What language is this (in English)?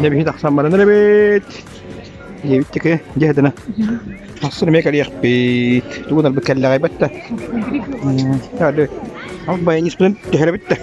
Yakut